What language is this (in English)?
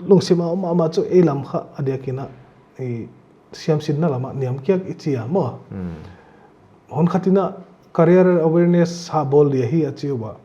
Paite Chin